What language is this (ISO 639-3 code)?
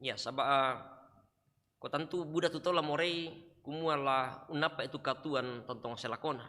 sda